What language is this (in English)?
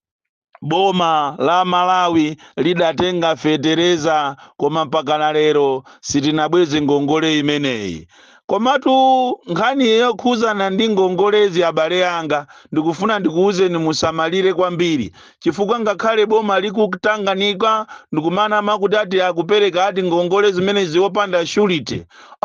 Nyanja